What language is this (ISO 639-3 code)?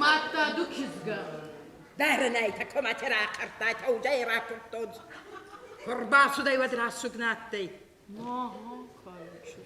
oss